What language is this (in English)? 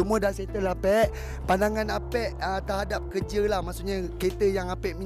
Malay